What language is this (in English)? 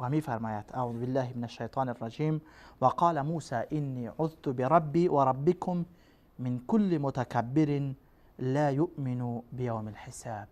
Persian